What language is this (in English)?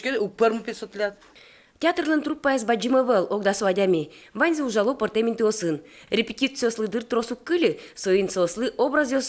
Udmurt